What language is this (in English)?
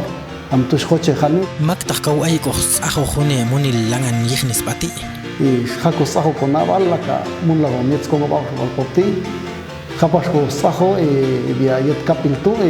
Popti'